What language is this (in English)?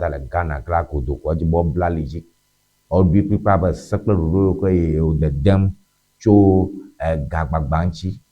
Ewe